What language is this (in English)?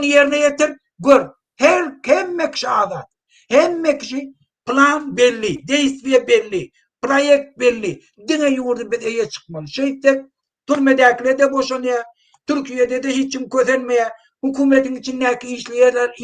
Turkmen